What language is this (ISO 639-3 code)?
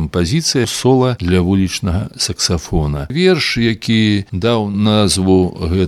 bel